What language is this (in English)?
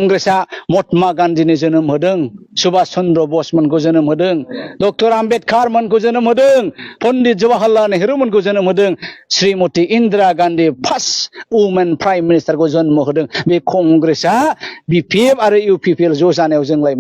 Bodo